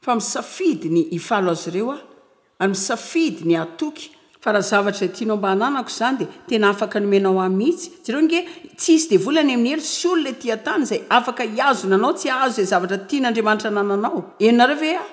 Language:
Malagasy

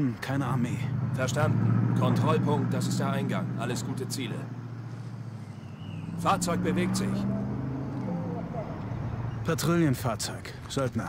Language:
German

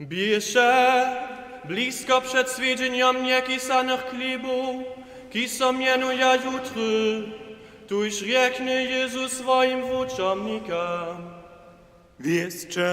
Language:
Upper Sorbian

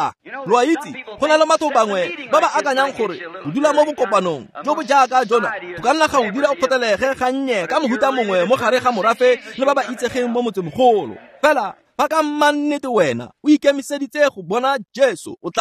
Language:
Tswana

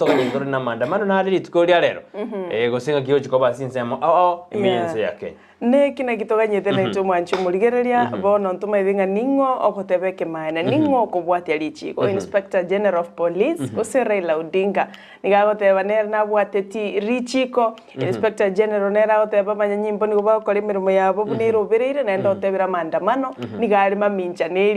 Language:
Gusii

